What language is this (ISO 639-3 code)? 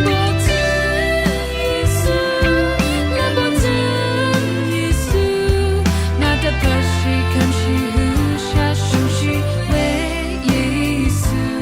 raw